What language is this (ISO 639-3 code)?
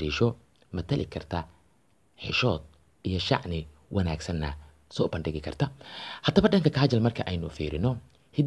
som